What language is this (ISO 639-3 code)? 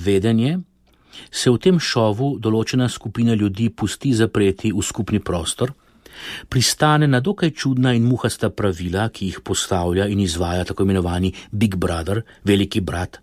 slv